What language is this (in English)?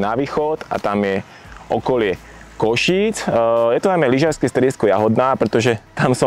Slovak